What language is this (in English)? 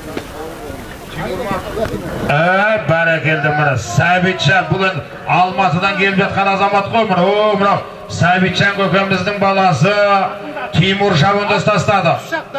Kazakh